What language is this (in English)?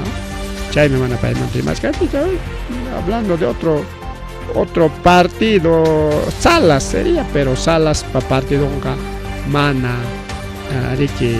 Ayacucho Quechua